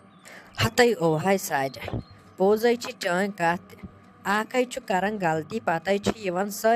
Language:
Kashmiri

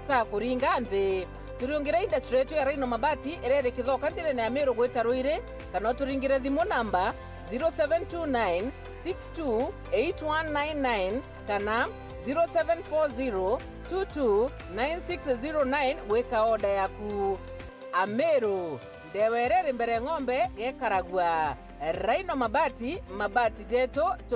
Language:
Meru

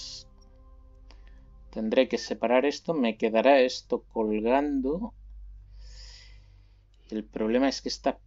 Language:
Spanish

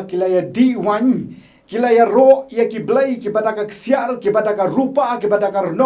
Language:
Khasi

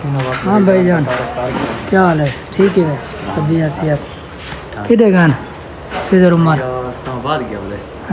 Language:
Saraiki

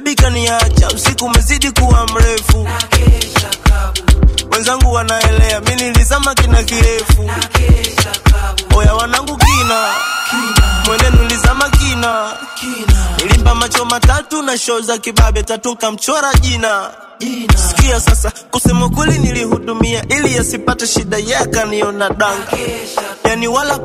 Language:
Swahili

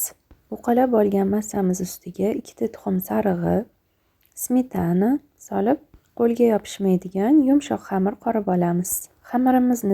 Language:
Uzbek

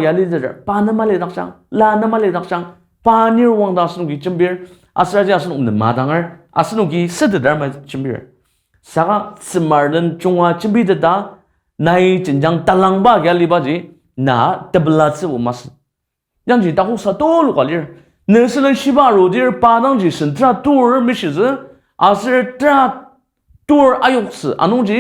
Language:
Ao Naga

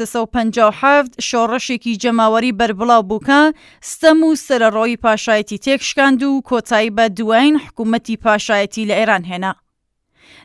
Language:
Central Kurdish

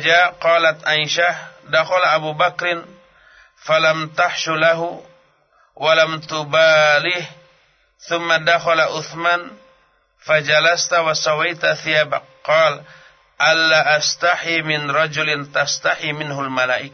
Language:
Sundanese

